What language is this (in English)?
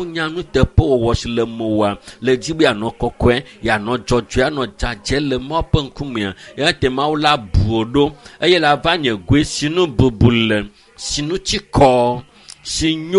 Ewe